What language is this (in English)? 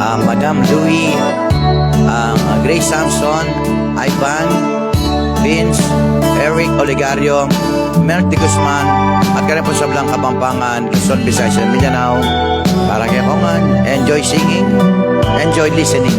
Pampanga